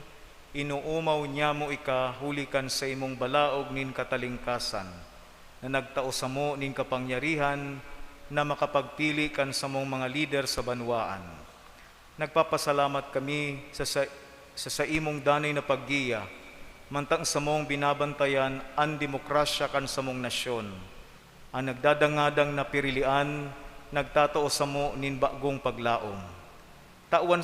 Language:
Bikol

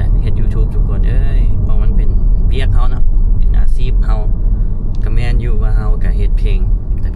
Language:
Lao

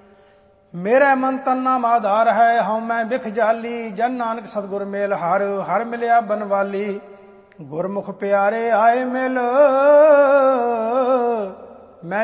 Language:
Punjabi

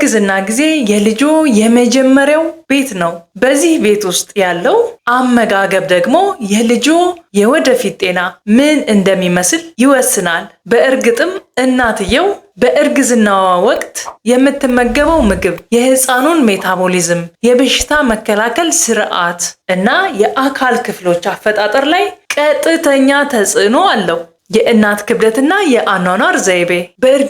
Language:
Amharic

